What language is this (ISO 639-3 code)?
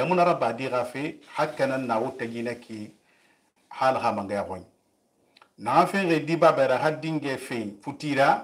sus